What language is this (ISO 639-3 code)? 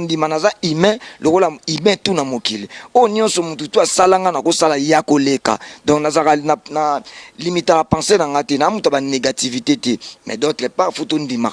lin